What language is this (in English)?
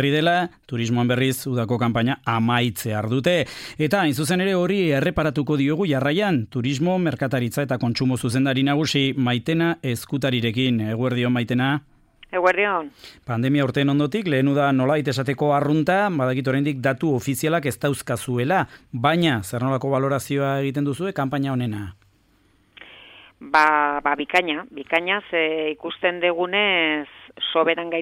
Basque